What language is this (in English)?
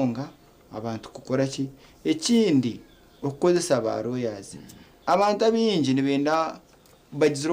Nyankole